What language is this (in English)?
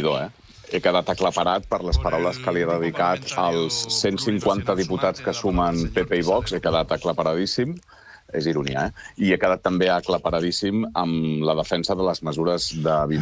Catalan